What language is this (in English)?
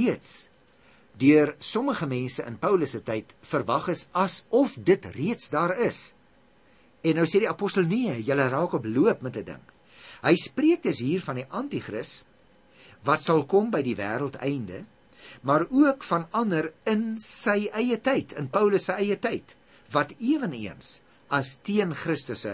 Afrikaans